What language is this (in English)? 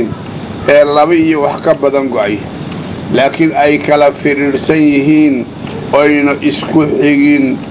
Somali